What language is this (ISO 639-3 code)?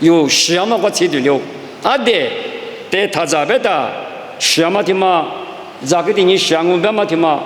lis